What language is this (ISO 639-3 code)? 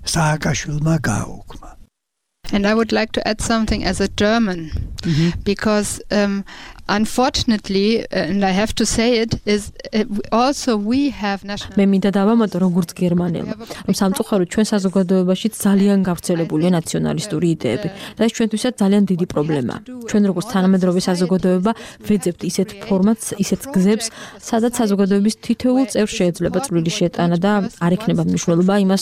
kat